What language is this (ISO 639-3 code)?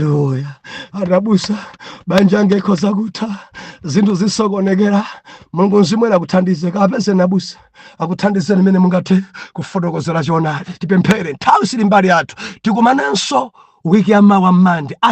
nya